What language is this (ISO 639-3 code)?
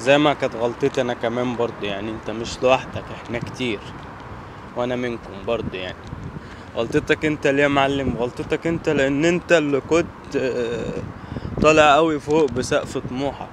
arz